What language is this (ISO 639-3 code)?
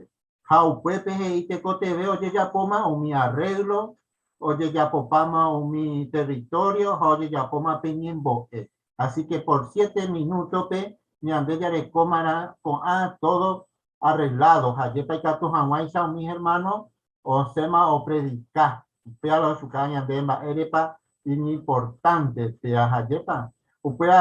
grn